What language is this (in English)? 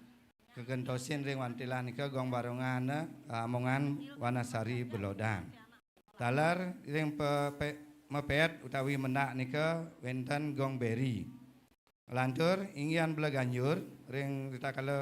Balinese